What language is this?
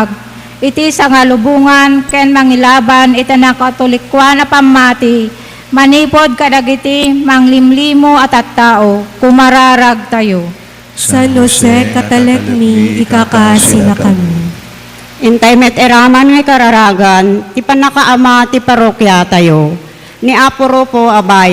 Iloko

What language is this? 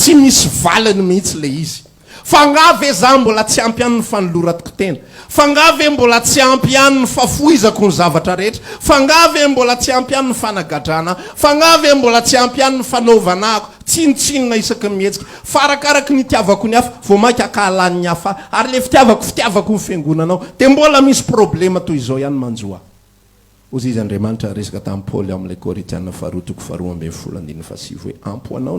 Malagasy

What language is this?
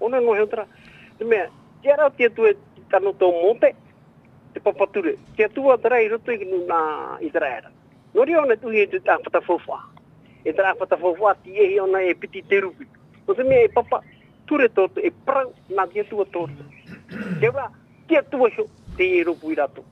Tahitian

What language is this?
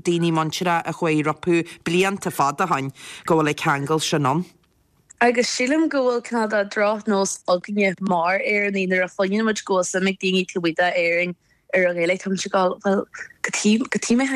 Irish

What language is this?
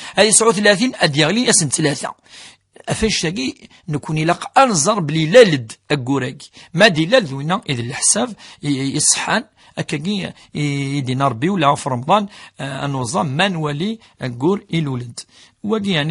Kabyle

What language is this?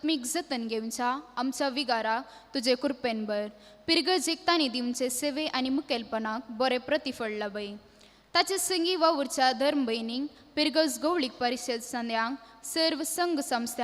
Konkani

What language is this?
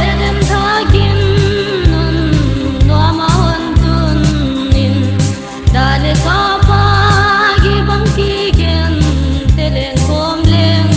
Paite Chin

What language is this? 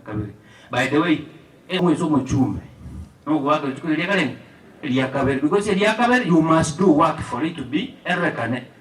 Gusii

